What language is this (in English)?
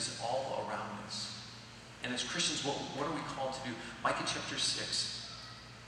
English